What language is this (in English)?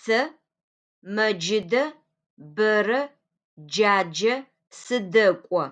Adyghe